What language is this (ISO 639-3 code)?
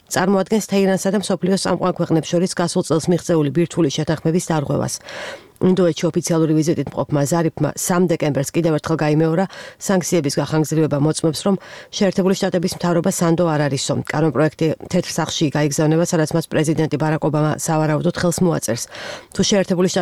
kat